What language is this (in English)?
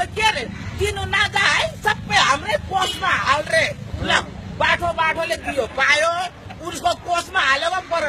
Nepali